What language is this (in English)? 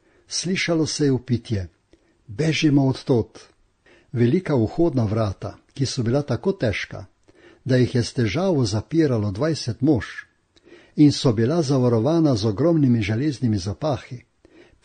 Slovenian